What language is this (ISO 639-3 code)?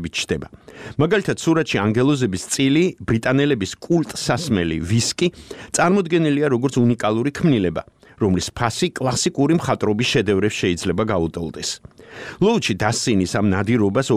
kat